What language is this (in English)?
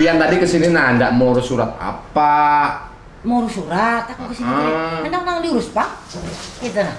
Banjar